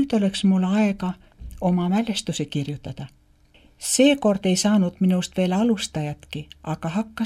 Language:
Estonian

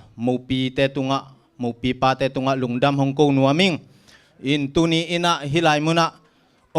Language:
Tedim Chin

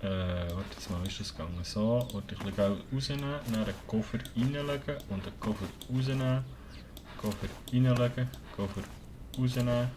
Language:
Swiss German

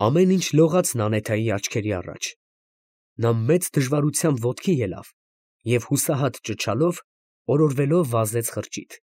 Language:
Armenian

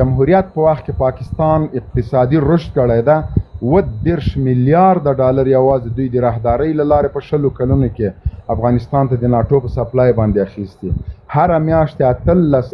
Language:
Pashto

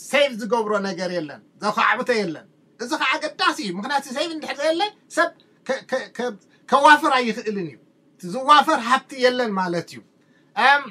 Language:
Tigrinya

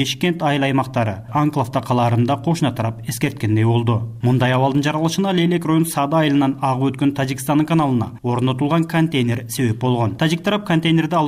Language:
Kyrgyz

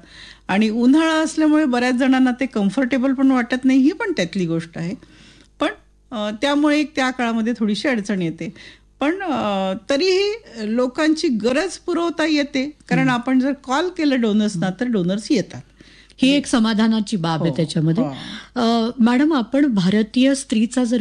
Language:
Marathi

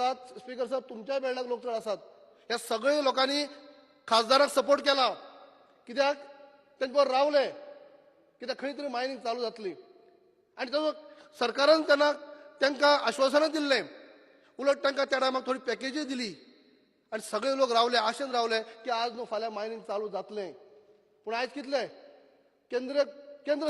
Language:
Konkani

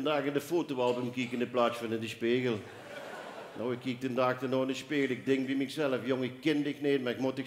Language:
Limburgish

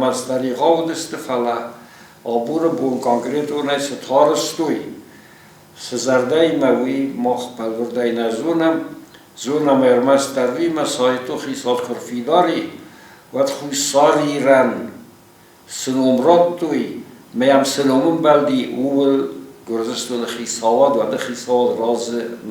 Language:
Ossetic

